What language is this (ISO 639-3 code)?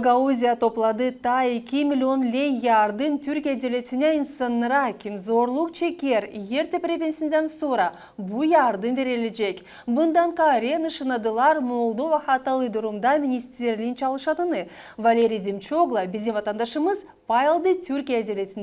gag